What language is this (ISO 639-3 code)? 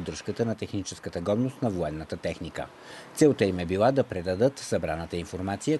bul